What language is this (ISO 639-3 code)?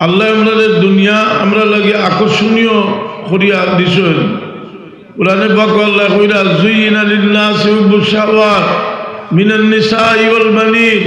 syl